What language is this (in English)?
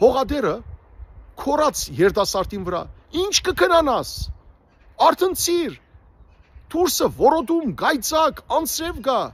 Western Armenian